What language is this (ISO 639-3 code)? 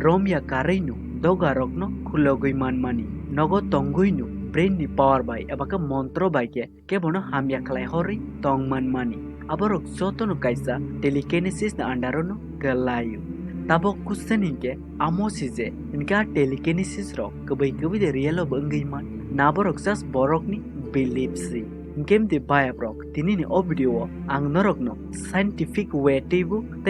trp